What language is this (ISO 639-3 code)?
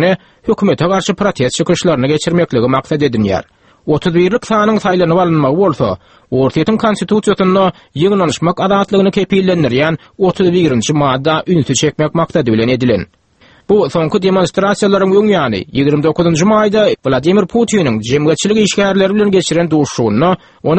tuk